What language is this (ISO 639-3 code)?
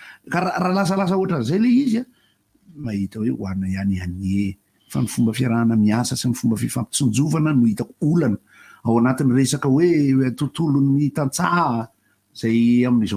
mlg